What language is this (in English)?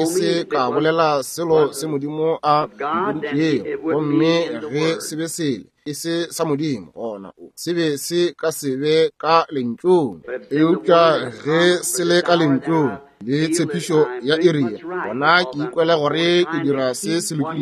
Northern Sotho